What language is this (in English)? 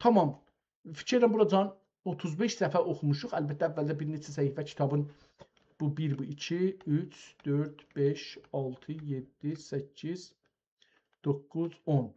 South Azerbaijani